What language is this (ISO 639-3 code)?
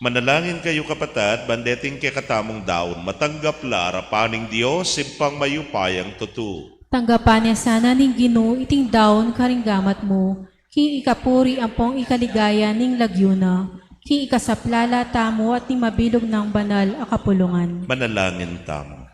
pam